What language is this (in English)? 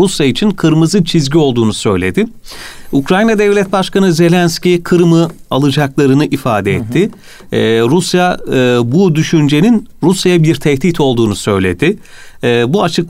Turkish